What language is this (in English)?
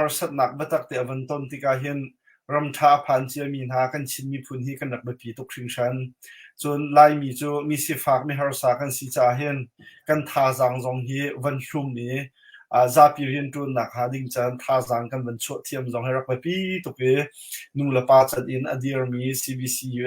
Hakha Chin